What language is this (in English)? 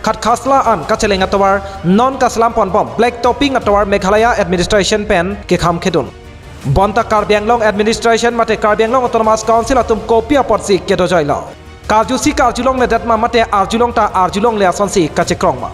Karbi